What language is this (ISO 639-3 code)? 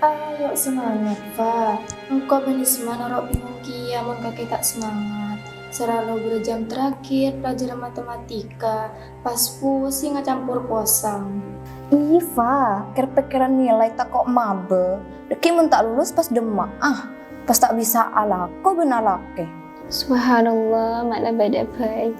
mad